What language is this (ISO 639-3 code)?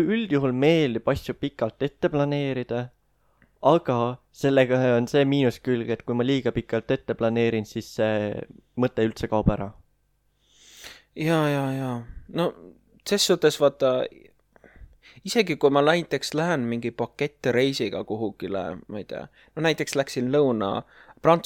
est